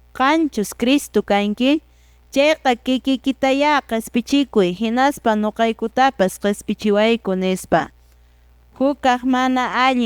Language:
Quechua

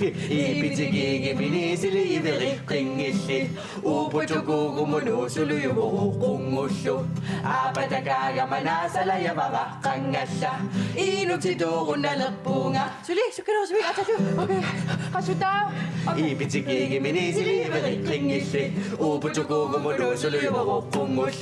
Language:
Kalaallisut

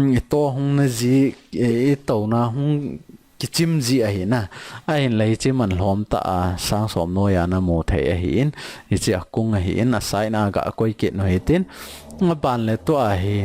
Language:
Thado Chin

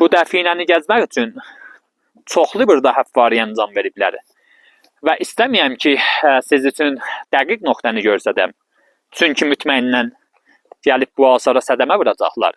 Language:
Azerbaijani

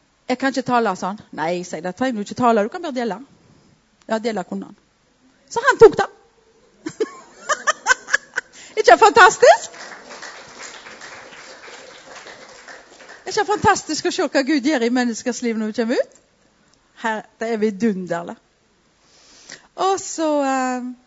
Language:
Norwegian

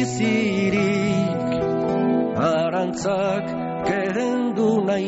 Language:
Basque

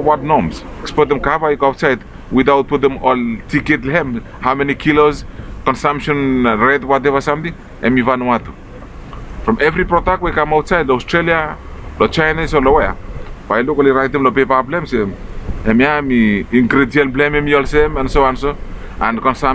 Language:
Bislama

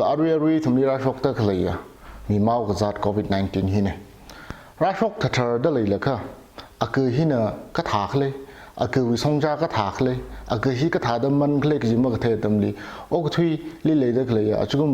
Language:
Tangkhul Naga (India)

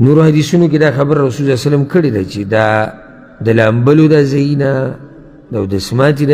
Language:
Pashto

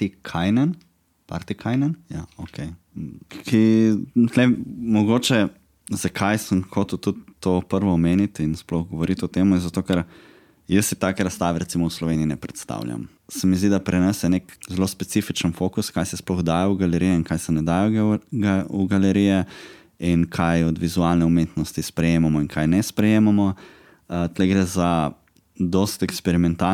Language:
Slovenian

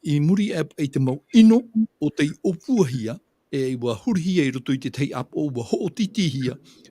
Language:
Tahitian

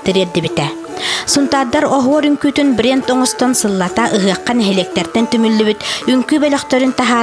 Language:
Yakut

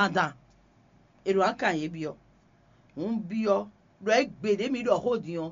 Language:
Fon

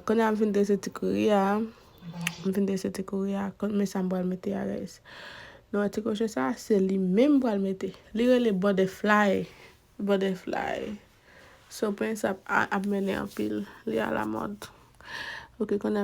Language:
Haitian Creole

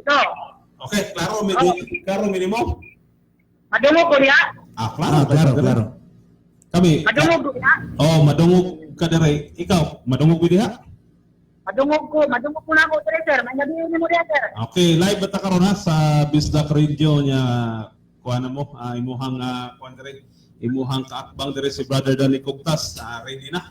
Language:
Cebuano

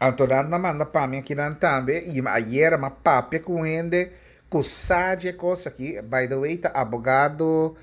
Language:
Papiamento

